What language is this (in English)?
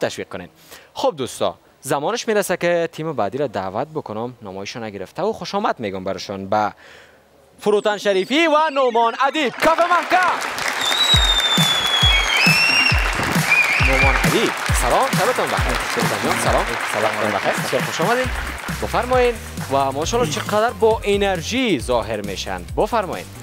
Persian